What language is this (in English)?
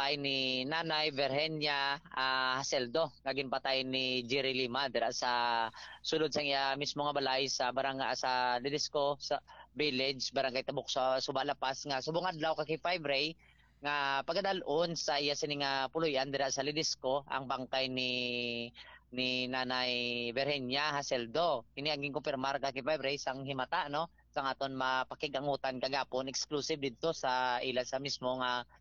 Hiligaynon